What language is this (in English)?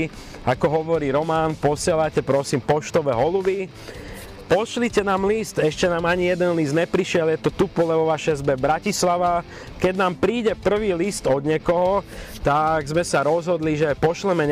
Slovak